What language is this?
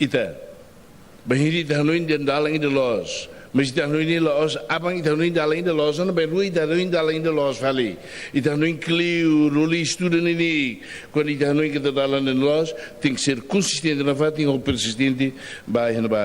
Tetum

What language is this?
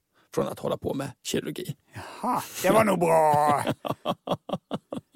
Swedish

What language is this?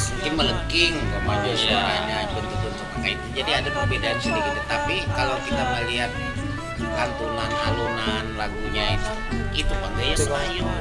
Banjar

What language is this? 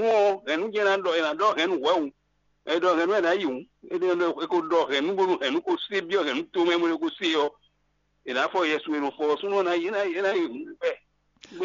Fon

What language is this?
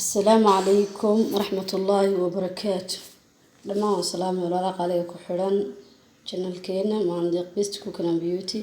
Somali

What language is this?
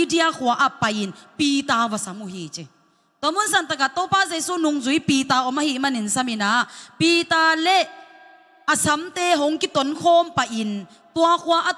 Tedim Chin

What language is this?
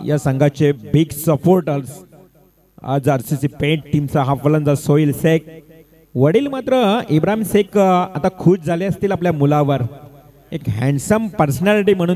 Marathi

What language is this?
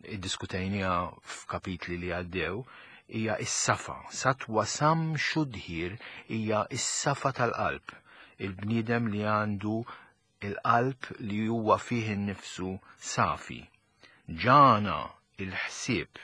Maltese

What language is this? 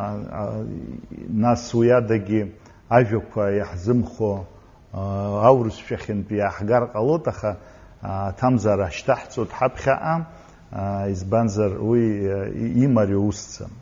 Abkhazian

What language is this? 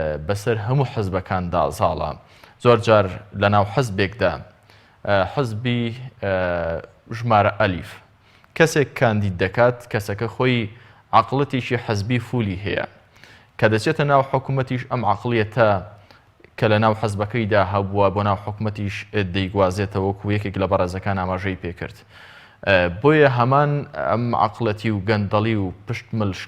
Central Kurdish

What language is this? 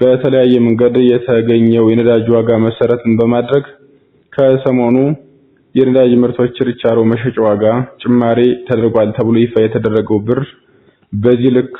Amharic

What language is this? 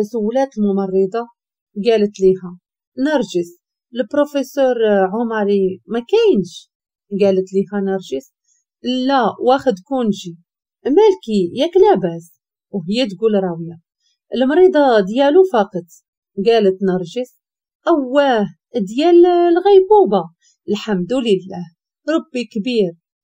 Moroccan Arabic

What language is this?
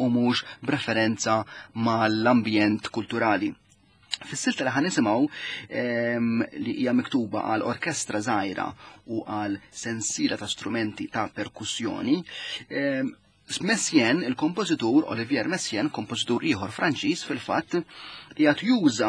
Maltese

